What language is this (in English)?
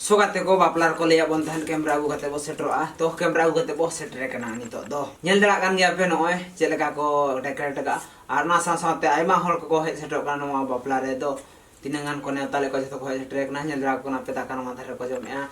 Santali